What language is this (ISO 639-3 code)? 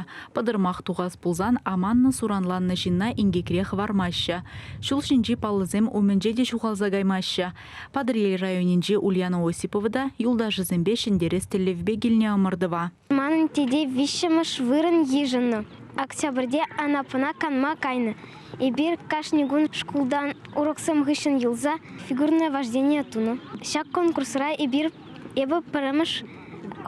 chv